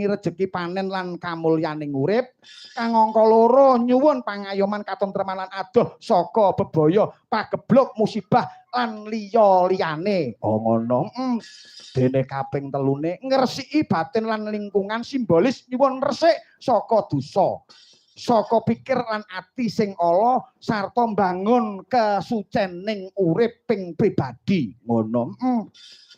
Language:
Javanese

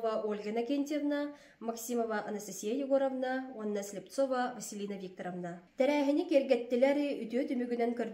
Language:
Yakut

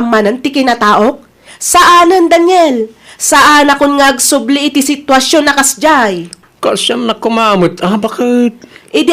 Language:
Iloko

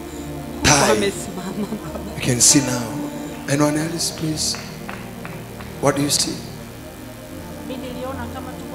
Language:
Swahili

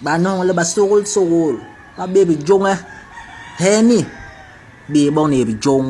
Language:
Basaa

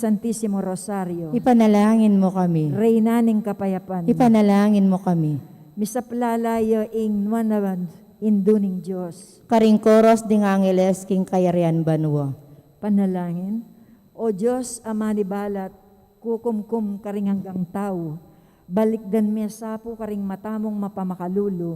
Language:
Pampanga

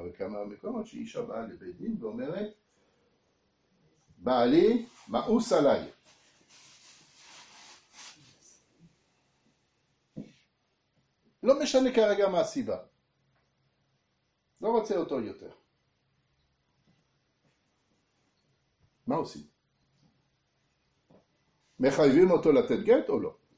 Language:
Hebrew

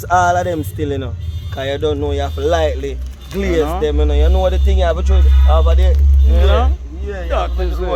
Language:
Jamaican Creole English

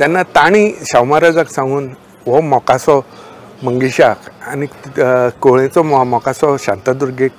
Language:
Konkani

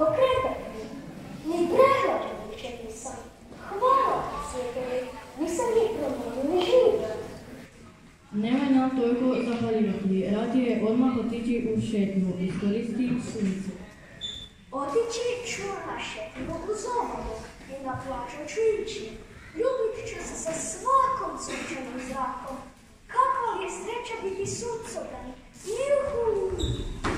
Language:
Croatian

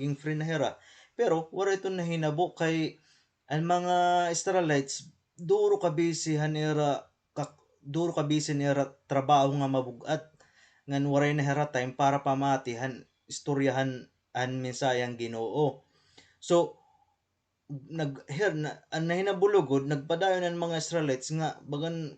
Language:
Waray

